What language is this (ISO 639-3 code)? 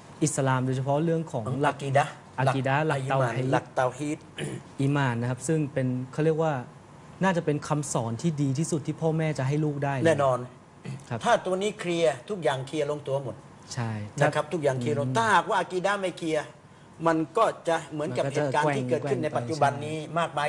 tha